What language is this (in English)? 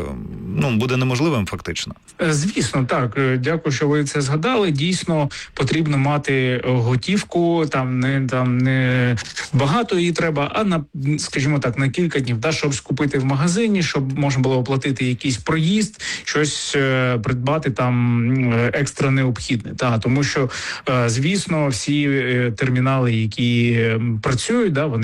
Ukrainian